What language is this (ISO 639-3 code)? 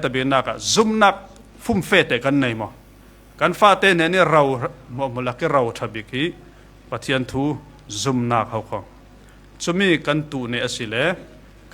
cfm